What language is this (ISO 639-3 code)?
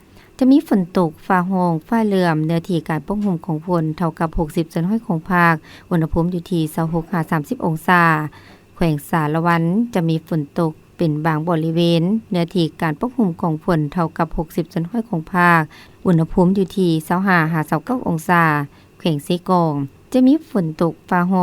lao